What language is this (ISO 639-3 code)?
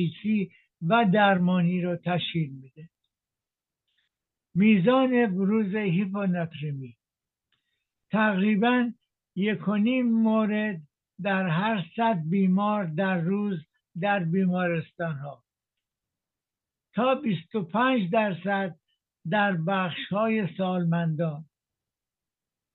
fas